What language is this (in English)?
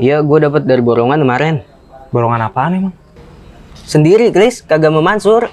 Betawi